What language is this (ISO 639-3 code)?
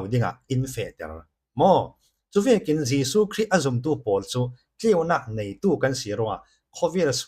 cfm